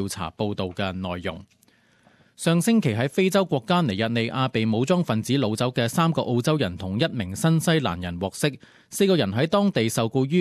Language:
Cantonese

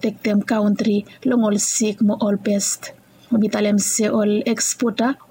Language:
Bislama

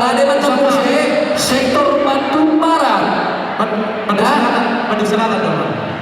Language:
Batak Toba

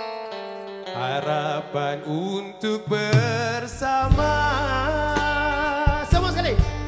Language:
Malay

